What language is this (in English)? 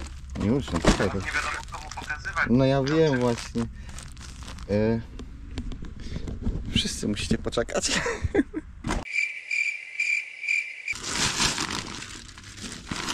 Polish